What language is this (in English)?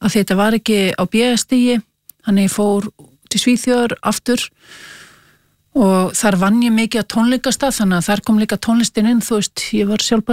Icelandic